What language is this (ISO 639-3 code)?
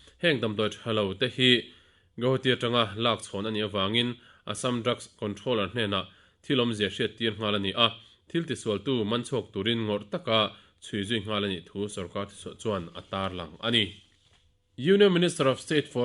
lus